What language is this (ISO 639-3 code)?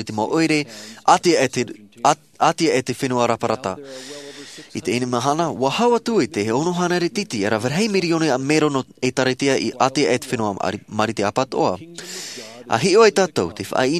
tah